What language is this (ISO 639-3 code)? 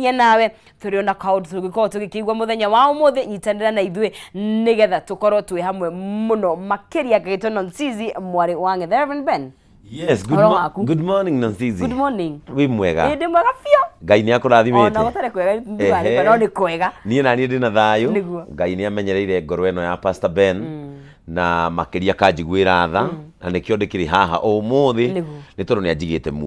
kik